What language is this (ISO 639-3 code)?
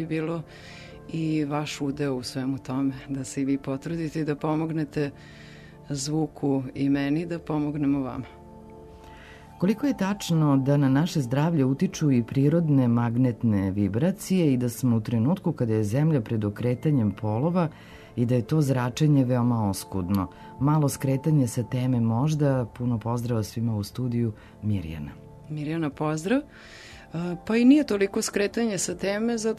srp